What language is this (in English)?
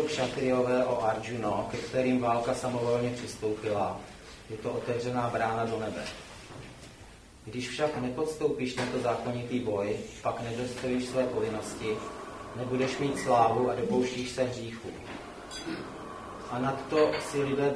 Czech